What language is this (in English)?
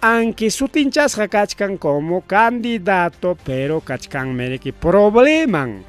Ayacucho Quechua